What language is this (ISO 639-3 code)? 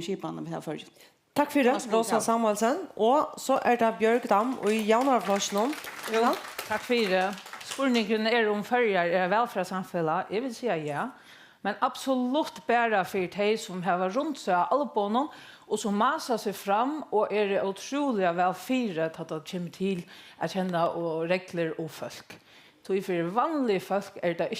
fao